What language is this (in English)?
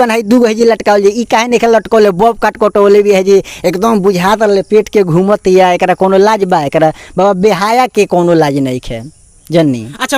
Bhojpuri